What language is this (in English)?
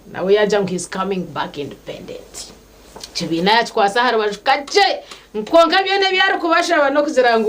Nyankole